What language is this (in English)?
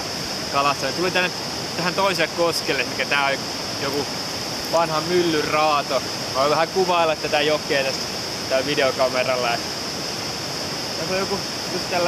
Finnish